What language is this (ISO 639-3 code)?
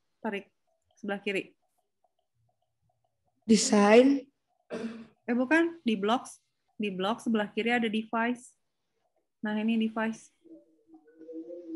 ind